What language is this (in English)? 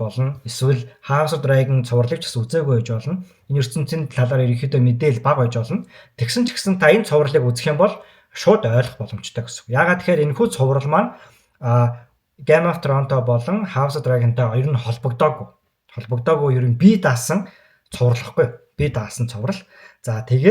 Mongolian